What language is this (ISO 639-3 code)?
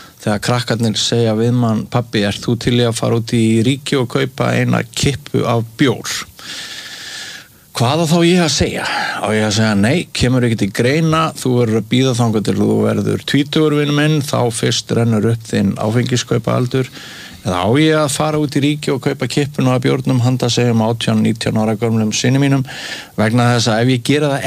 isl